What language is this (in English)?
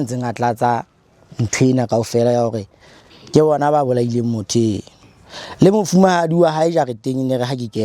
Southern Sotho